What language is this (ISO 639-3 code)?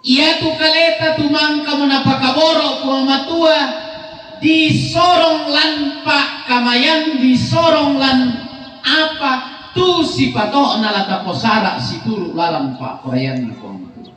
sda